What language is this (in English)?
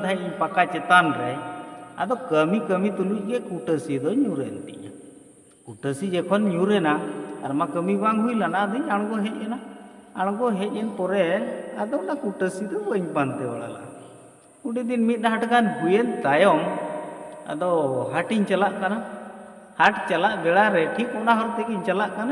Santali